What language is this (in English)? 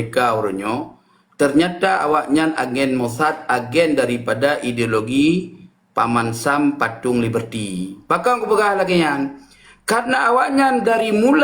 Achinese